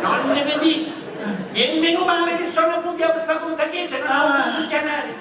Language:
Sicilian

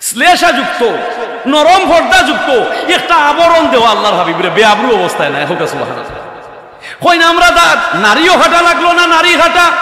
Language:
Sylheti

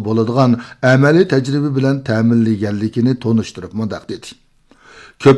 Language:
Uyghur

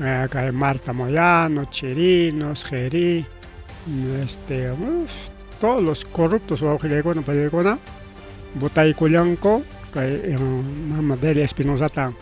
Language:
Ayacucho Quechua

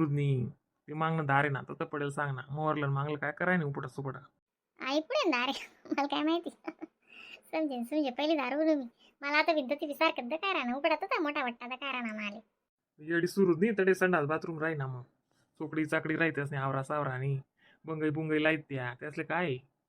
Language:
Khandesi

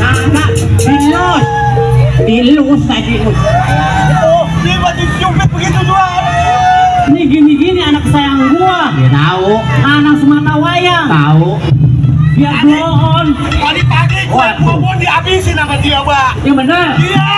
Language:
Betawi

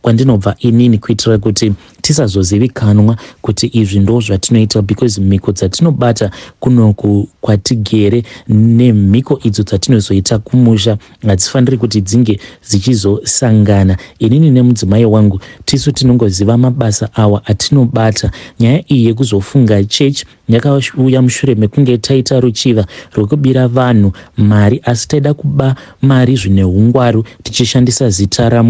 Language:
Shona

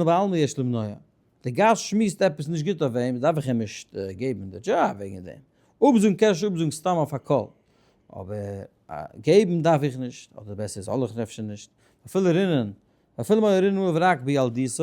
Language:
Yiddish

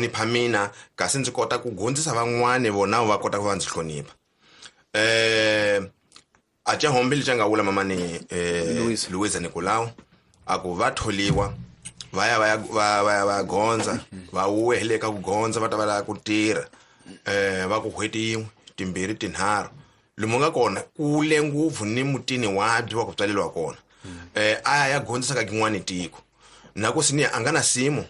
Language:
Tsonga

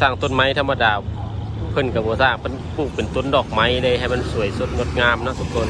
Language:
Lao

